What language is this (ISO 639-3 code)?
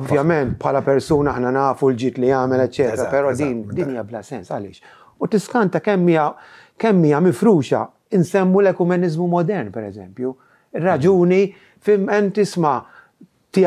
mlt